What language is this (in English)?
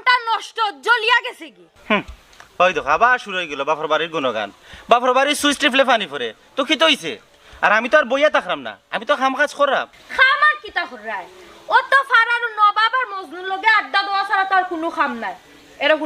Sylheti